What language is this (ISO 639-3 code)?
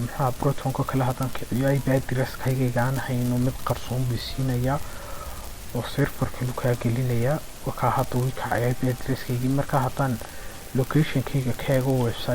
som